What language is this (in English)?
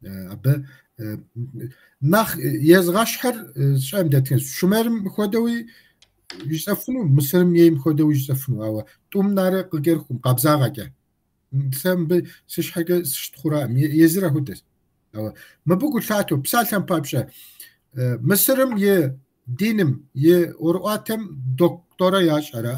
Kabardian